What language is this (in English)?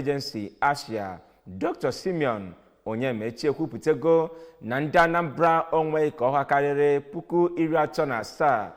Igbo